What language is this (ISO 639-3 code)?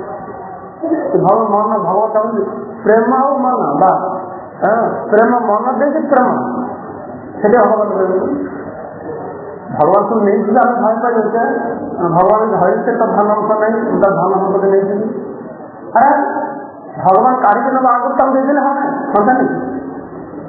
ori